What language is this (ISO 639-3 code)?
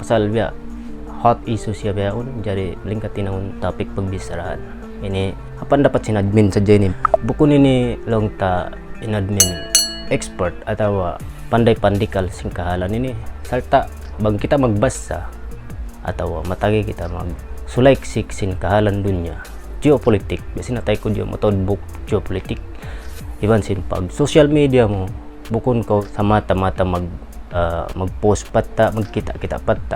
tsg